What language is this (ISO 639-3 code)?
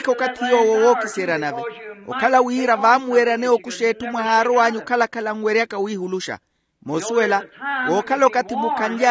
vmw